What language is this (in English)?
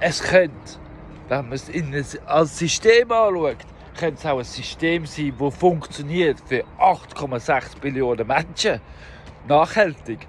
Swiss German